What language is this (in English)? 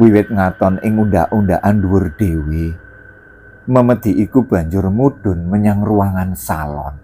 Javanese